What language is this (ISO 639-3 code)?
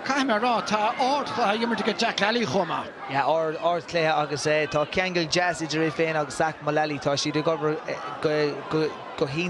gle